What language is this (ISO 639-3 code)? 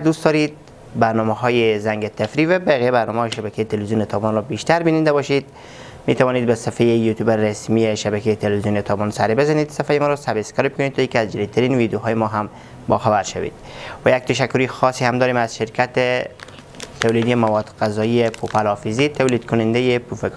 fas